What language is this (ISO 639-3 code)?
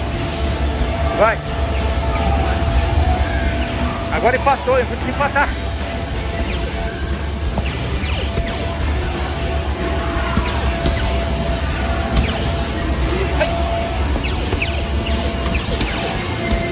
por